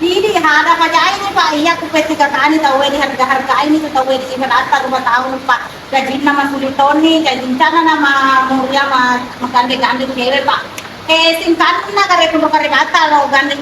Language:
Buginese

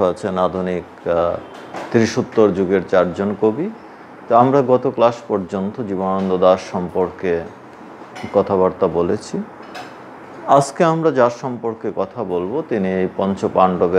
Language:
Bangla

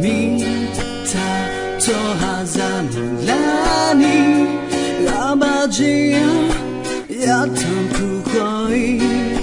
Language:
Akha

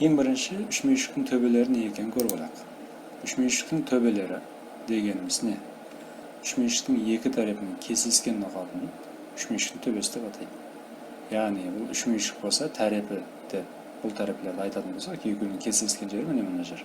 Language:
Kara-Kalpak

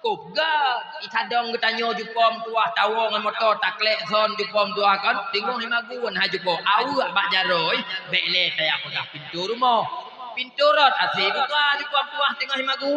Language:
Achinese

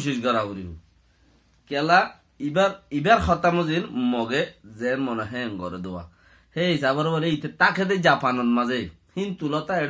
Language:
Rohingya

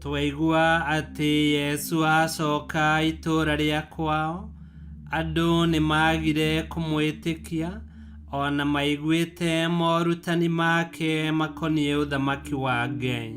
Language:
Kikuyu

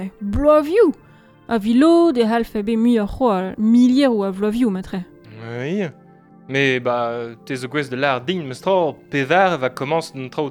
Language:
Breton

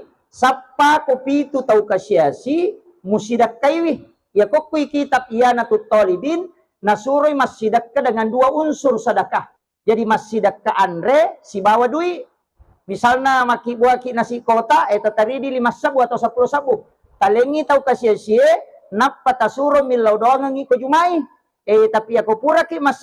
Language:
Buginese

